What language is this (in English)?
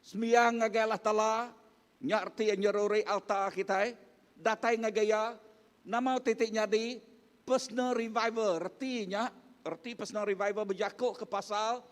Iban